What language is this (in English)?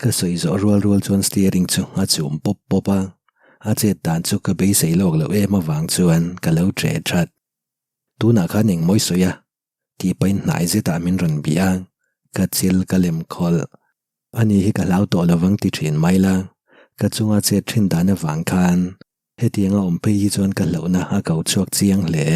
Mizo